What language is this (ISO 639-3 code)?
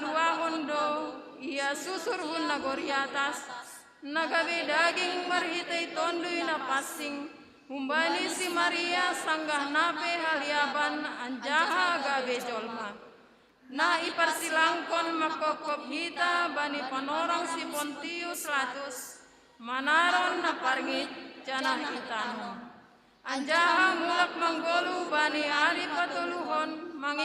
bts